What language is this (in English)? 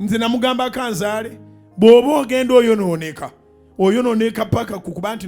Ganda